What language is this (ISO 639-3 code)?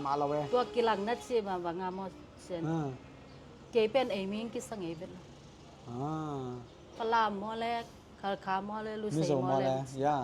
ctd